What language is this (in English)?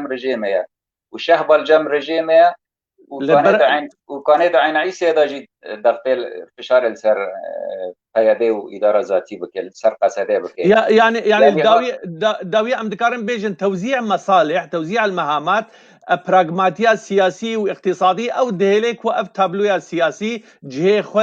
Kurdish